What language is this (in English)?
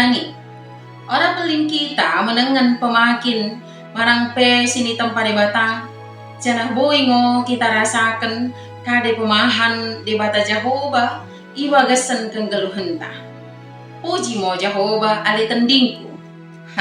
Batak Dairi